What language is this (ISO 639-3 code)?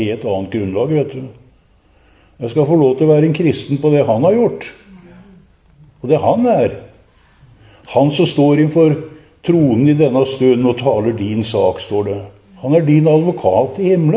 nor